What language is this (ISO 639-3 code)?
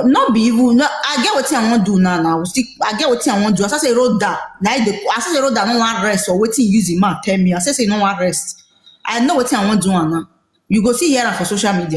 pcm